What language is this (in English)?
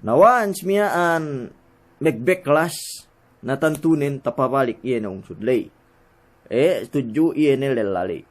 Yakan